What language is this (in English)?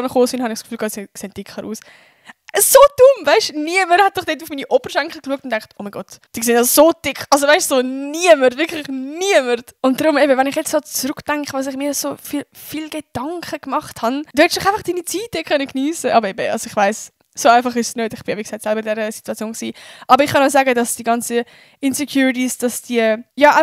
Swiss German